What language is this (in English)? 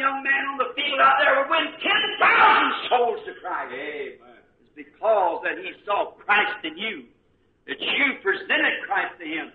Bemba